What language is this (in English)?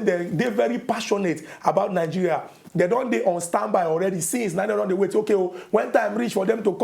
Nigerian Pidgin